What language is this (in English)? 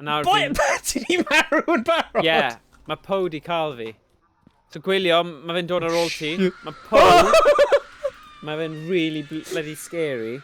Welsh